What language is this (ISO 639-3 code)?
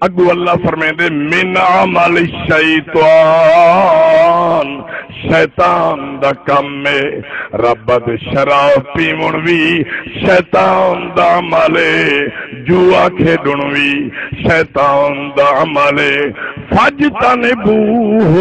skr